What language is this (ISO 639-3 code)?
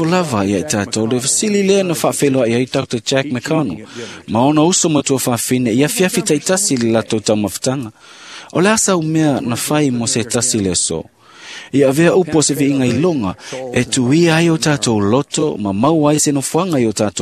smo